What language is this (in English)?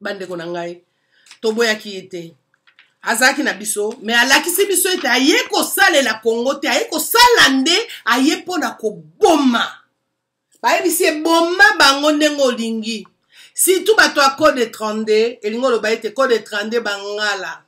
Lingala